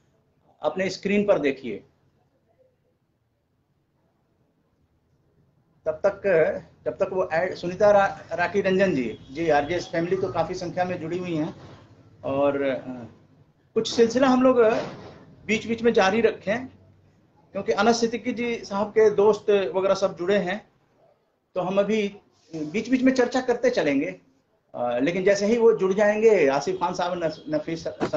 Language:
Hindi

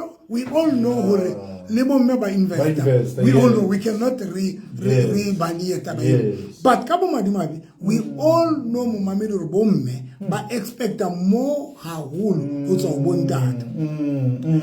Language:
Southern Sotho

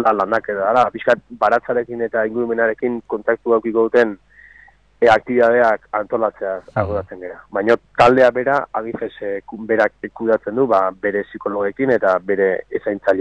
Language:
Basque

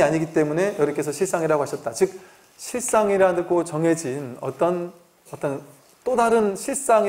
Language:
Korean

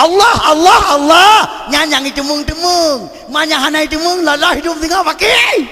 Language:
Achinese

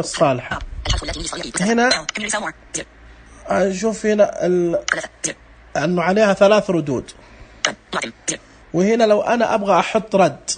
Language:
Najdi Arabic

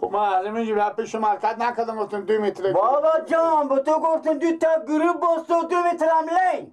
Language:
Persian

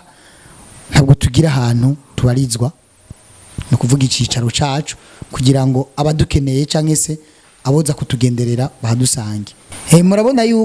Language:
Rundi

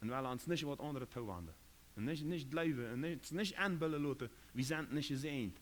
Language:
Plautdietsch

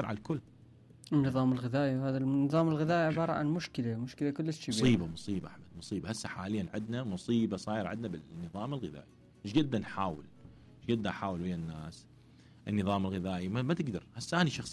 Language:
Mesopotamian Arabic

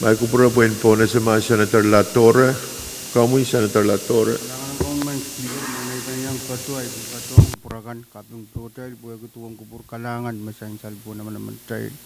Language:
Pohnpeian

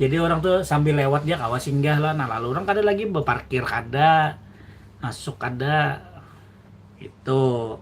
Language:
Banjar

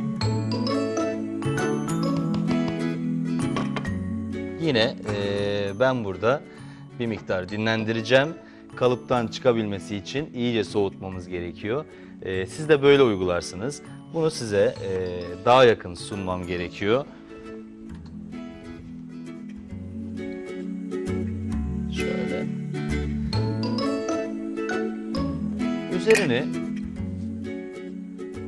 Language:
Turkish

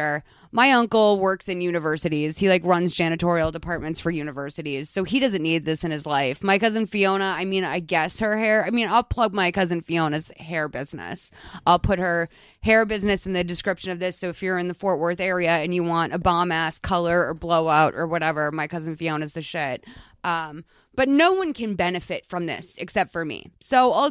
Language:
English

